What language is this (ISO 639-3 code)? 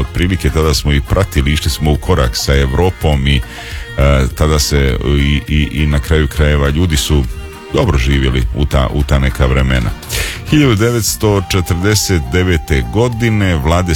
hrv